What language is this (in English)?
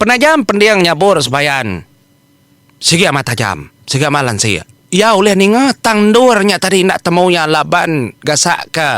Iban